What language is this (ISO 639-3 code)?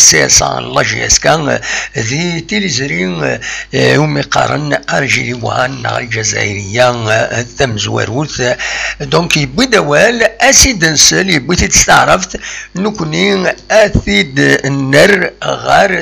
kab